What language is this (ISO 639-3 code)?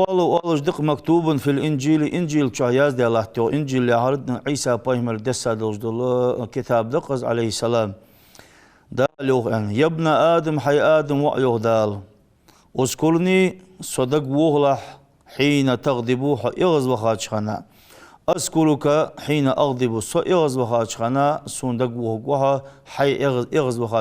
inh